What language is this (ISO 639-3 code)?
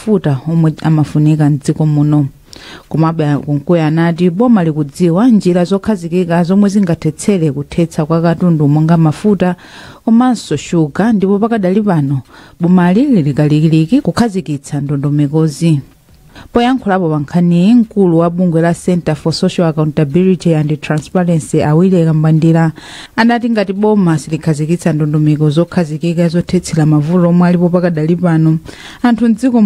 nya